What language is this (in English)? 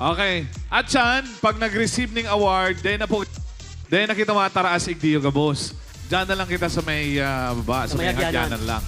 Bikol